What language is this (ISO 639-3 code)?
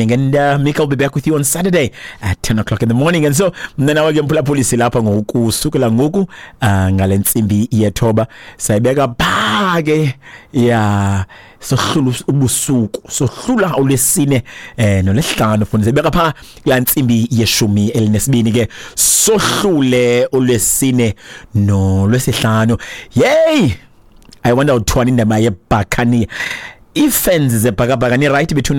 xho